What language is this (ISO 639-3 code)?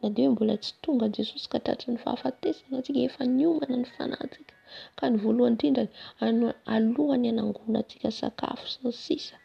mlg